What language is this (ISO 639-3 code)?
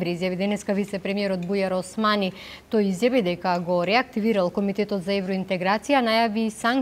mkd